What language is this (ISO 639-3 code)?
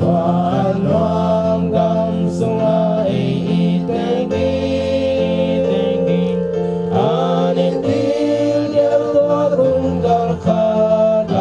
ctd